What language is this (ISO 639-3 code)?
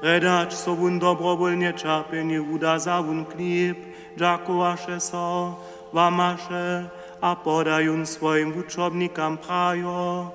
hsb